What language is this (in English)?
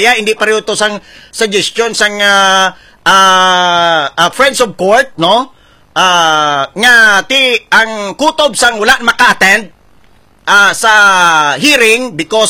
Hiligaynon